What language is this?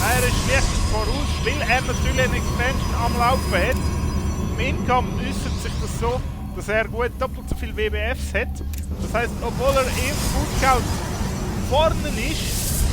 Swiss German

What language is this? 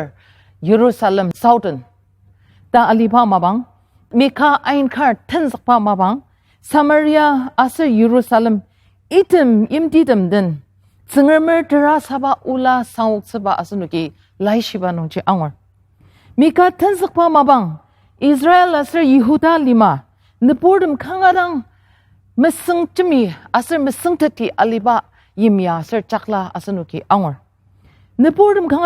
Ao Naga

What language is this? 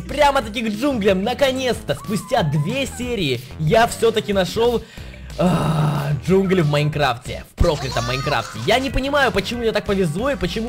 Russian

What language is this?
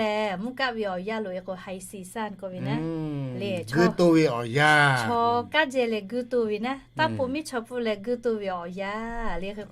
Lahu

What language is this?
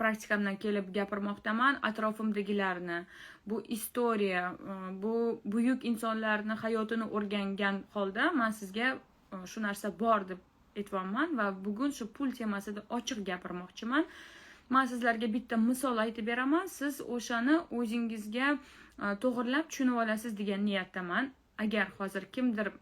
Uzbek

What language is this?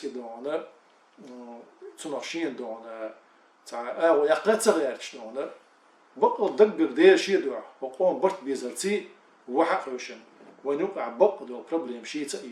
Chechen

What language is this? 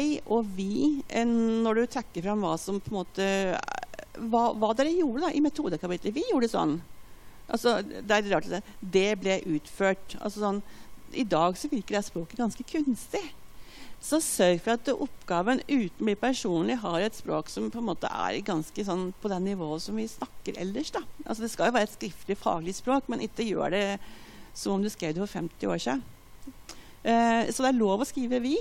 Norwegian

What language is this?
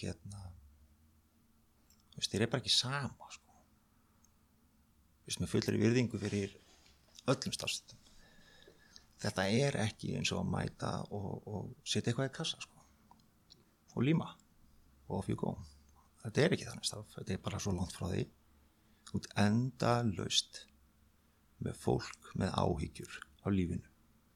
Icelandic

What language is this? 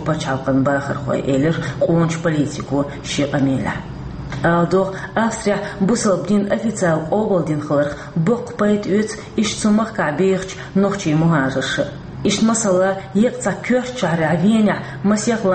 Chechen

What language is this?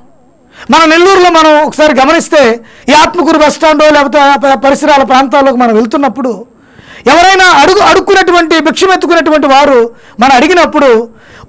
Telugu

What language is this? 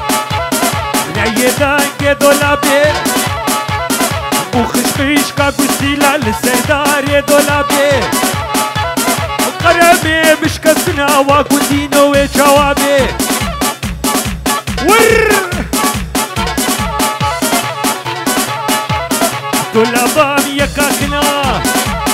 Arabic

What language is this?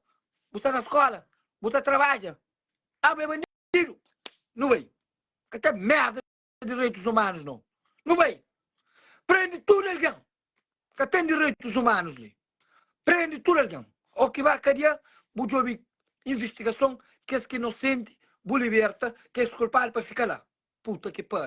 Kabuverdianu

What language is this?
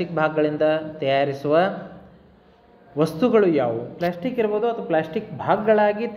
Kannada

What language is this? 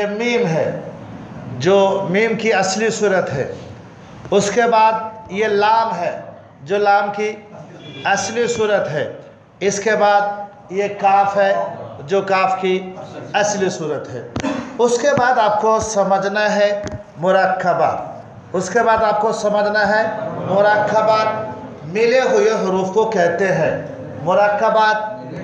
Hindi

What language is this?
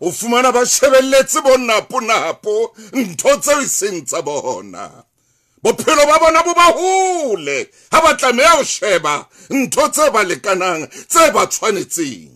Southern Sotho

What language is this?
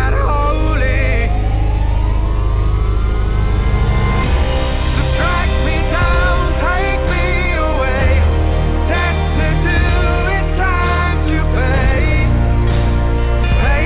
English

